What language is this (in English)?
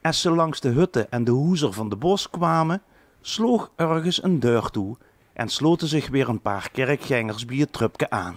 Limburgish